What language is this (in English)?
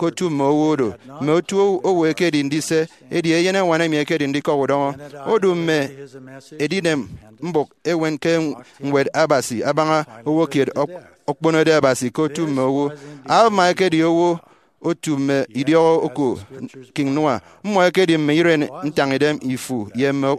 Efik